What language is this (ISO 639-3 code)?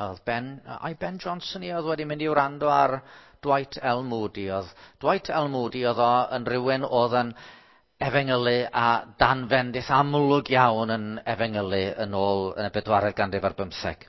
cym